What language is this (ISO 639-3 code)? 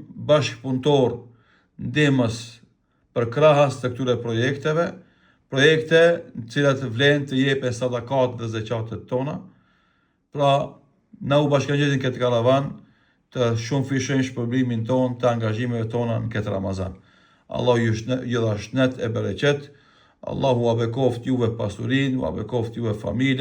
sqi